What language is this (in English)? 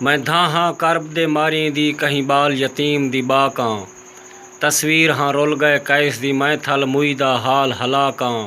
Saraiki